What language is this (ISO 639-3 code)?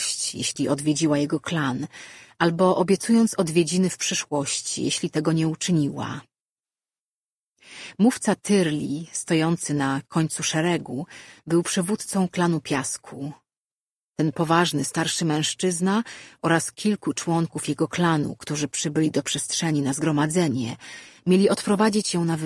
pol